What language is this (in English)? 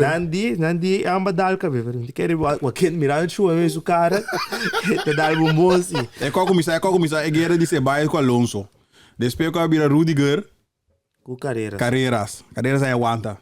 Papiamento